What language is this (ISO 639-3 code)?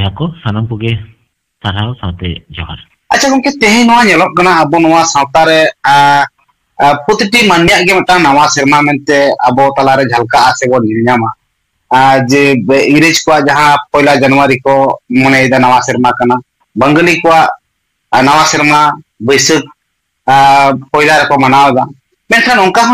sat